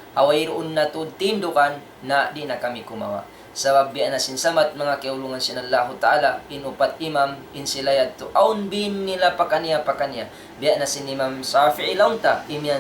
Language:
Tausug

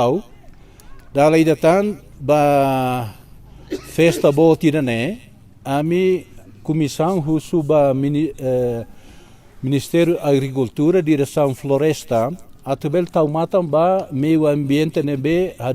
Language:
Tetum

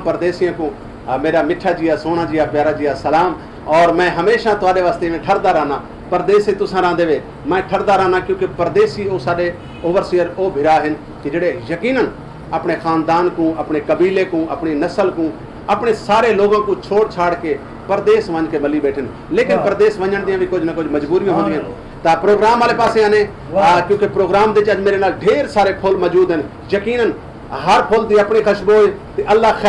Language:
Saraiki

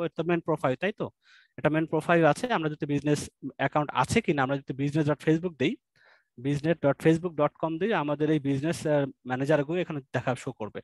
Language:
Bangla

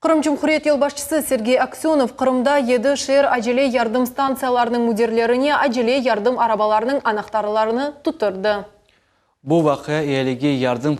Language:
Crimean Tatar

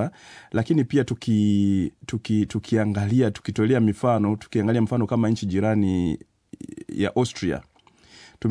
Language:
Swahili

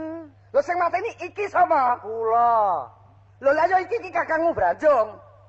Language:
Javanese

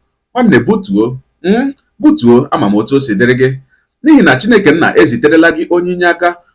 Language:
Igbo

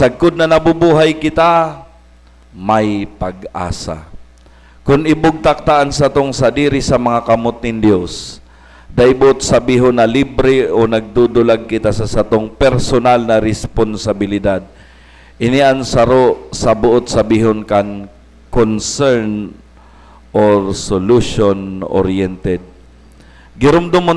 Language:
Bikol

